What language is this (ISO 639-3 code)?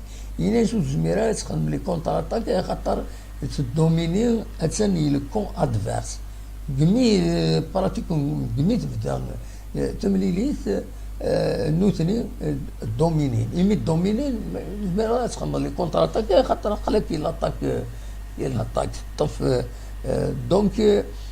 kab